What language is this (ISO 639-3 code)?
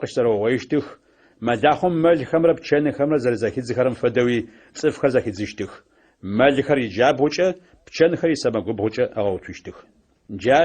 ady